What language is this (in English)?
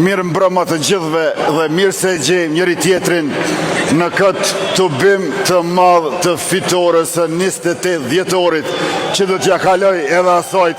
Albanian